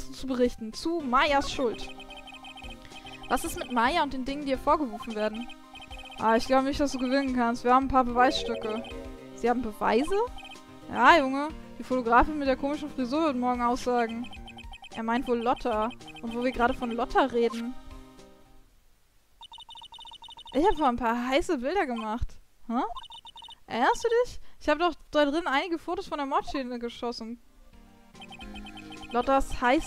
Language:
German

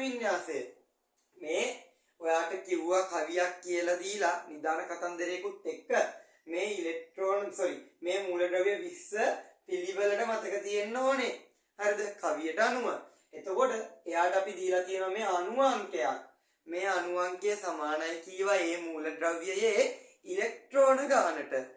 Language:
Sinhala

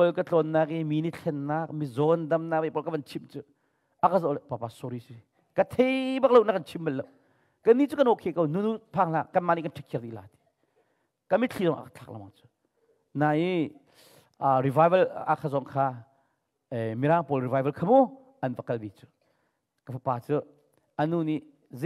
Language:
Hakha Chin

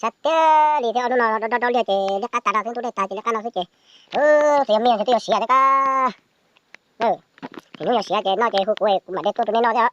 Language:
Hmong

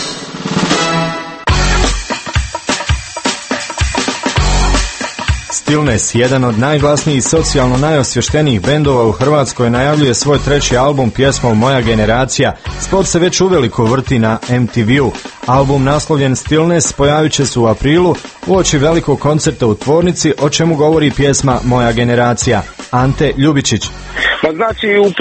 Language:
Croatian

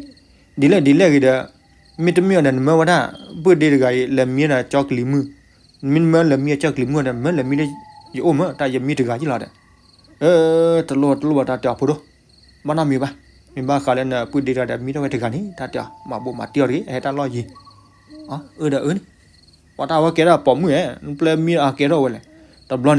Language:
S'gaw Karen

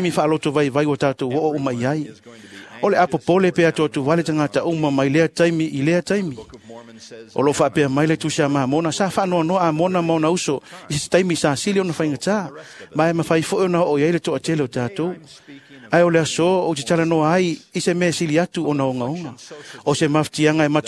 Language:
Samoan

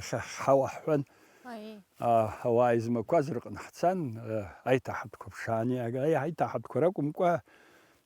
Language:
Abkhazian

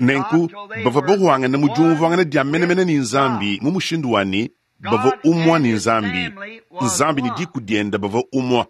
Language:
Luba-Lulua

